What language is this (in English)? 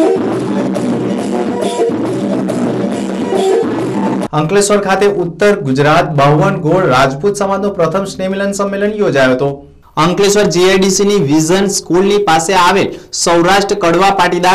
Gujarati